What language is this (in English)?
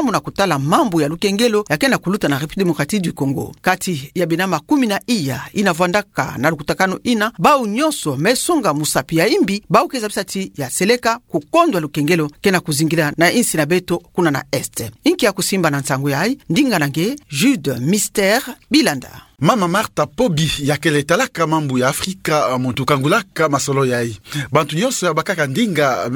Kituba (Democratic Republic of Congo)